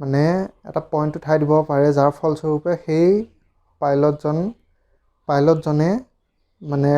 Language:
Assamese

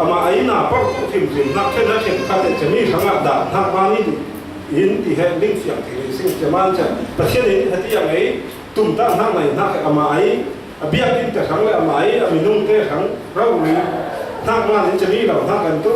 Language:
Falam Chin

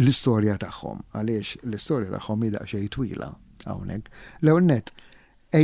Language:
Maltese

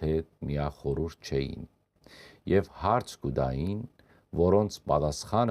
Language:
Western Armenian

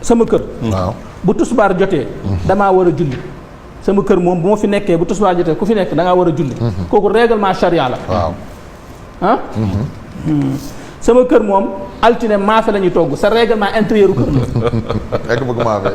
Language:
Wolof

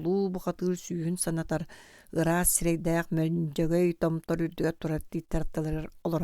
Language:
Yakut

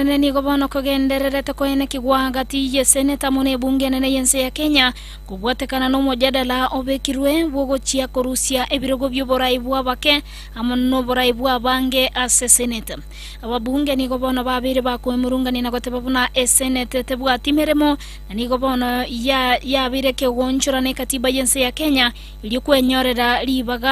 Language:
Gusii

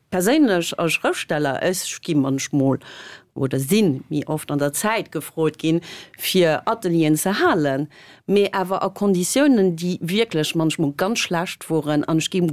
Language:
Luxembourgish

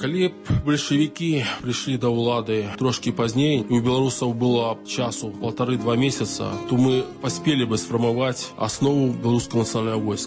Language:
Belarusian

